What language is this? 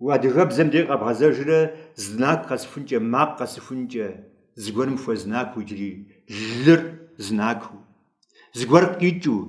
Kabardian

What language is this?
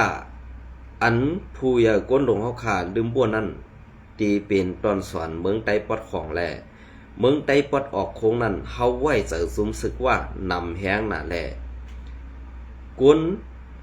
Shan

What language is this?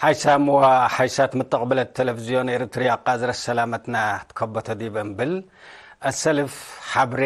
Tigre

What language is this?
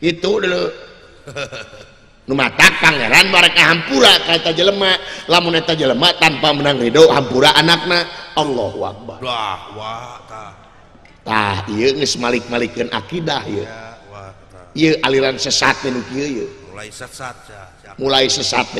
Sundanese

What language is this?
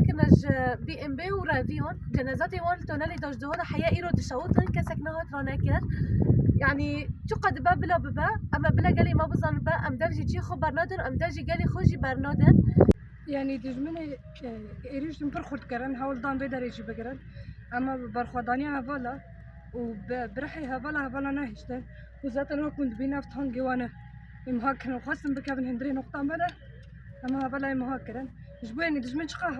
Kurdish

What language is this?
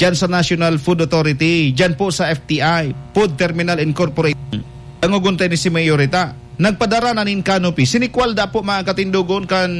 Bikol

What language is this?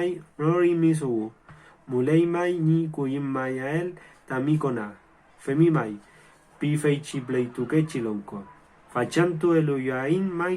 Mapuche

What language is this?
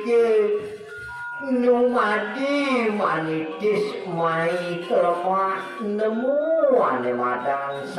Balinese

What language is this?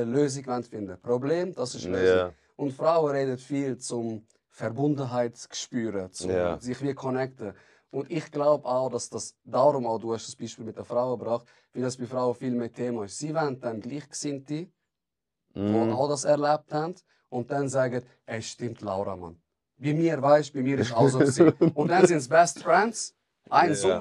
Swiss German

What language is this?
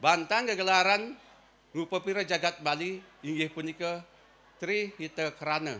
Balinese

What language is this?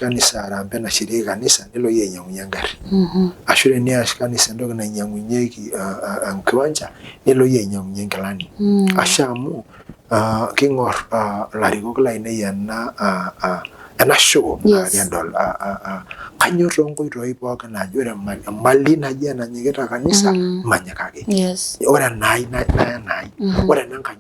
Masai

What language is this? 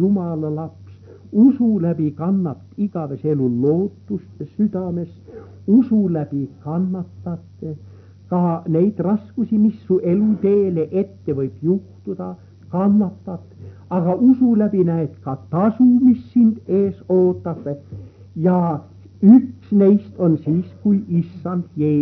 Estonian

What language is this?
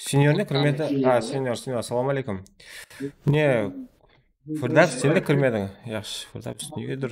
Kara-Kalpak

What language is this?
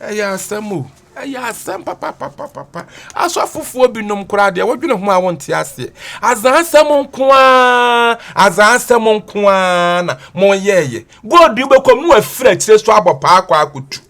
Akan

